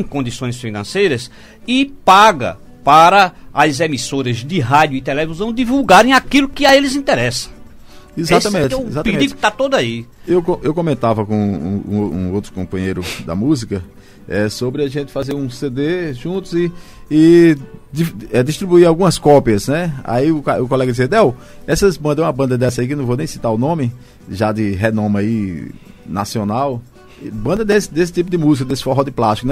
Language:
Portuguese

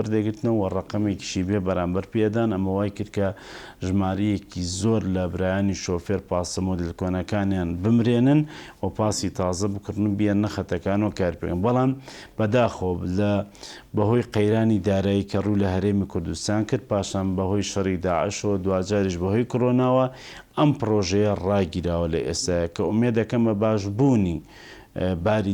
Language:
Central Kurdish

